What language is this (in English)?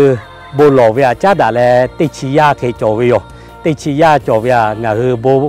Lahu